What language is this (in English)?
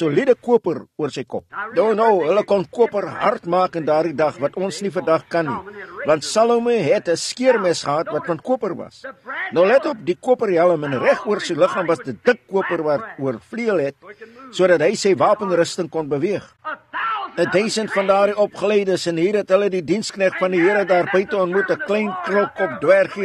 Afrikaans